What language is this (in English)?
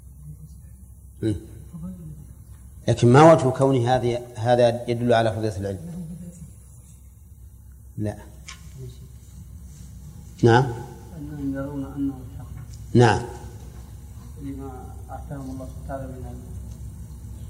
Arabic